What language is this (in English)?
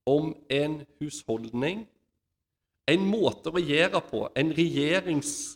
Norwegian